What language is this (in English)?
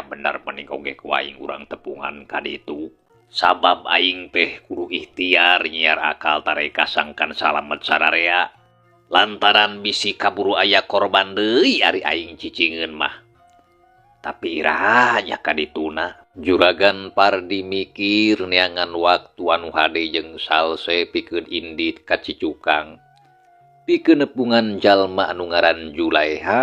Sundanese